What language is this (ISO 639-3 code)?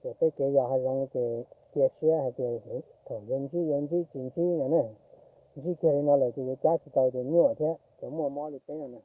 hmn